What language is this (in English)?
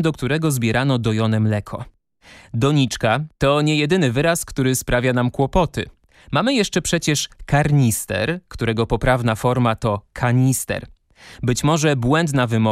Polish